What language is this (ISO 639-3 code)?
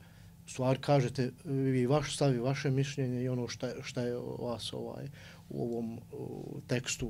bos